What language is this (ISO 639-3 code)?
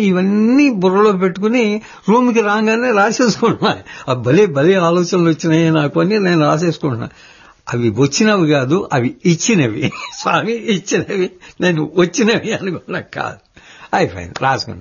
tel